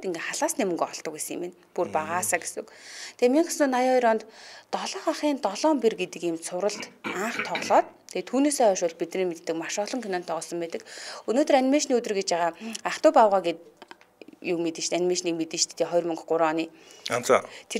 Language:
Mongolian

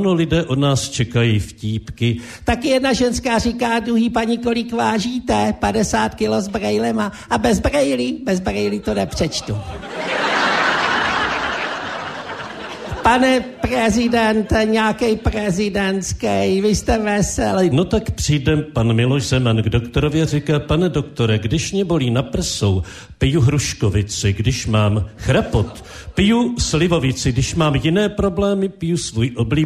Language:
Czech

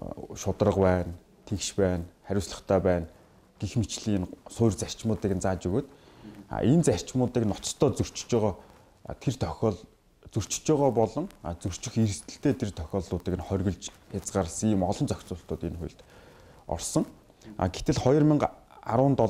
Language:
Mongolian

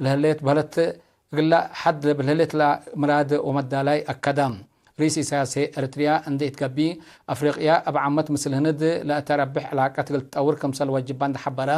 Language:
Tigre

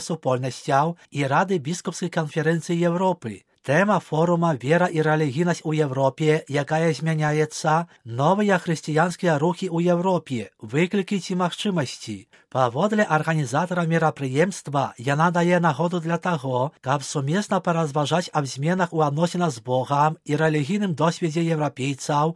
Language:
Belarusian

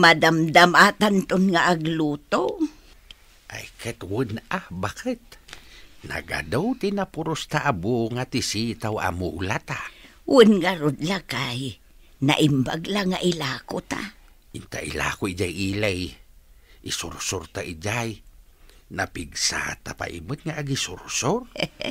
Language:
Iloko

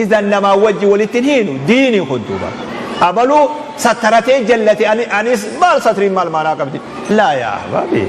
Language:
Oromo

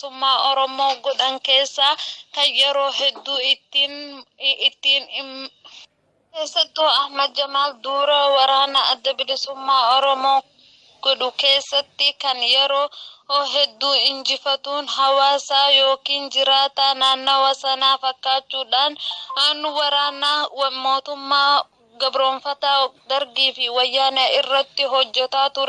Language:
Oromo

